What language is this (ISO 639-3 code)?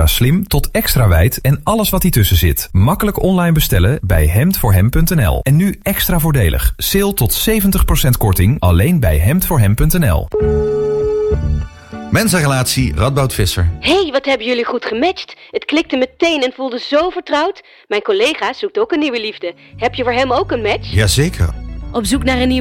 nld